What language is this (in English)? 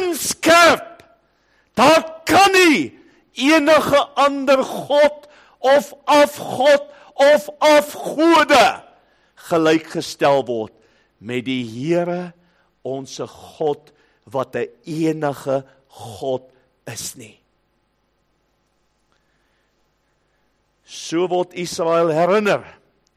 Afrikaans